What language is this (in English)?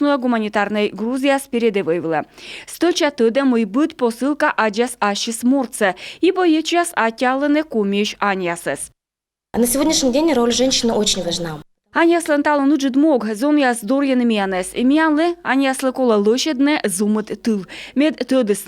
Komi